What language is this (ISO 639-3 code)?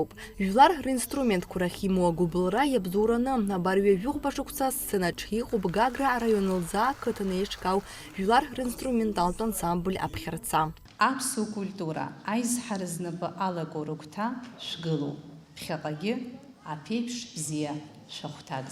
abk